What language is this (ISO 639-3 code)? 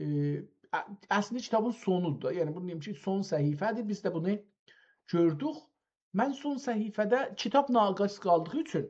azb